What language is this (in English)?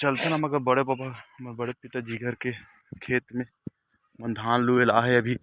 Chhattisgarhi